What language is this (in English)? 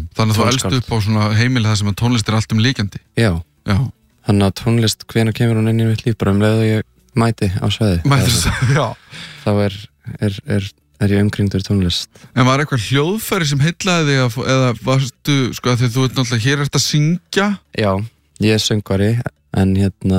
Icelandic